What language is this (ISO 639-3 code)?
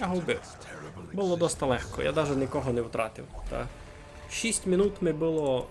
rue